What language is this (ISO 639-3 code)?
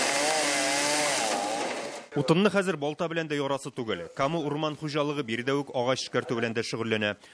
tat